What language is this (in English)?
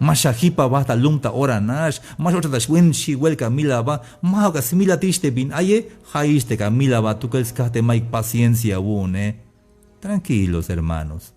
Tzeltal